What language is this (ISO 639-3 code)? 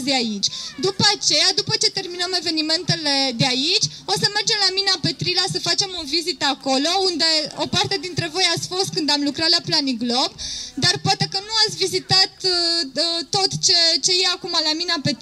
ron